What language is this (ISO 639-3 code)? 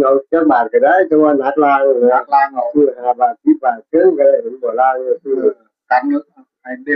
tts